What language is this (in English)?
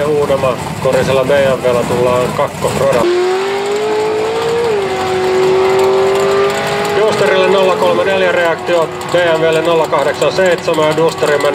Finnish